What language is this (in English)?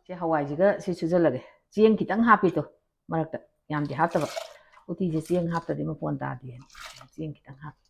Manipuri